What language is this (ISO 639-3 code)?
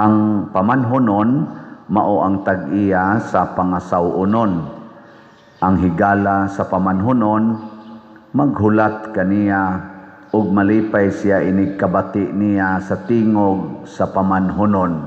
ceb